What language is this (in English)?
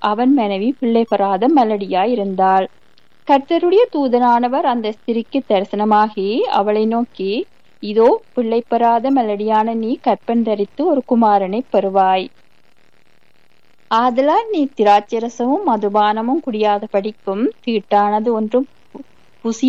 Tamil